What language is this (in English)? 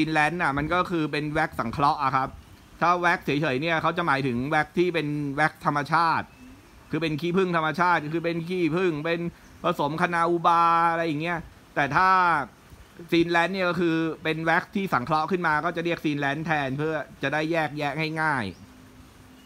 Thai